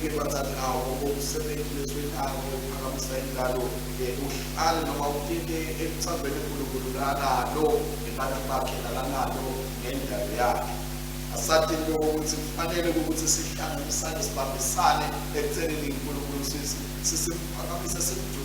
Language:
Swati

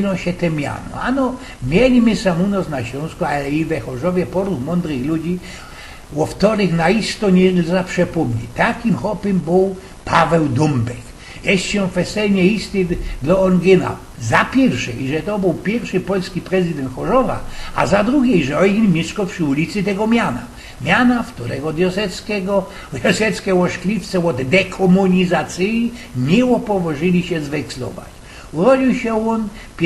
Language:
Silesian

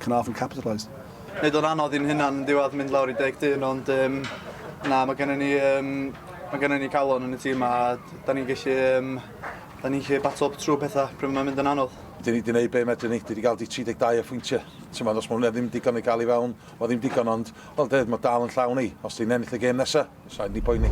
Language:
Welsh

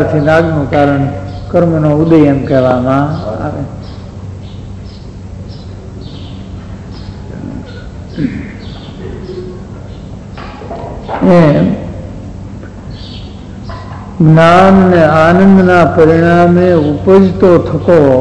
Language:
Gujarati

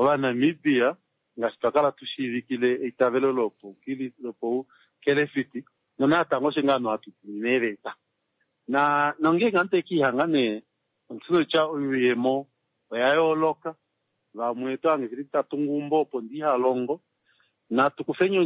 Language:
Kuanyama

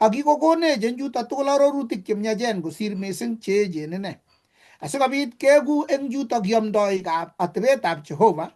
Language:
Kalenjin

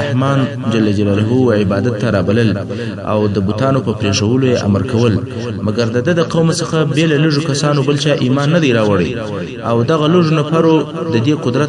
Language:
Pashto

